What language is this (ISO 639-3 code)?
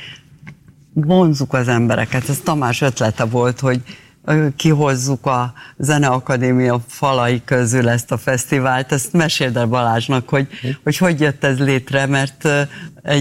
hun